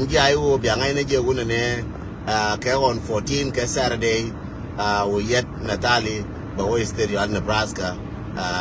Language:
Nuer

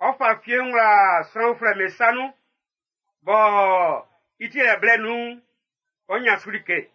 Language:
Baoulé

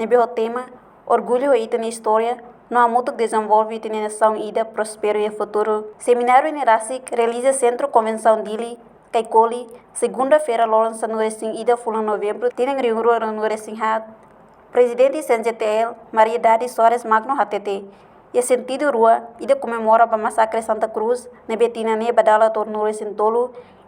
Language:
Tetum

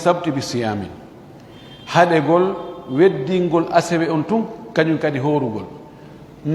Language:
Fula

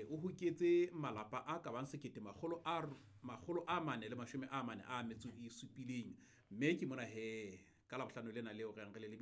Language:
Southern Sotho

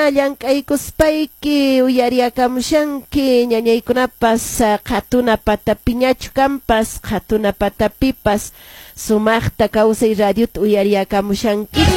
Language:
Quechua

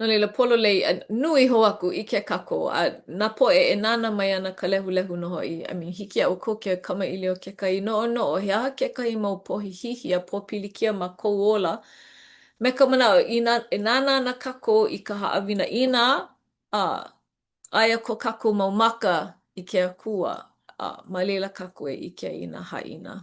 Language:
Hawaiian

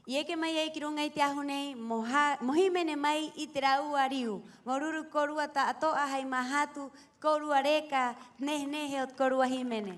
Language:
Rapanui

